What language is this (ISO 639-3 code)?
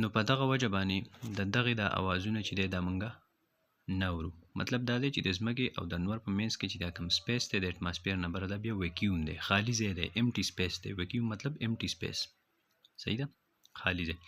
pus